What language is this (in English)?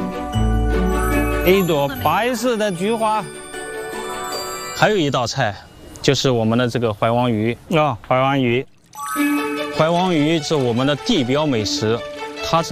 Chinese